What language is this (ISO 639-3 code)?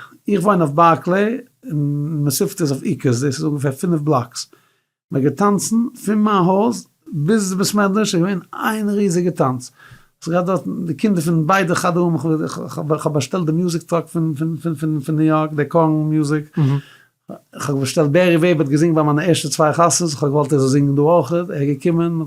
yid